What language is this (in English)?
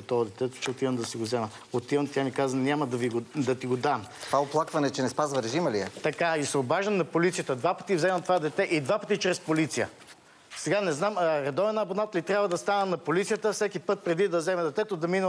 Bulgarian